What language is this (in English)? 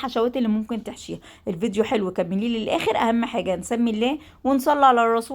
Egyptian Arabic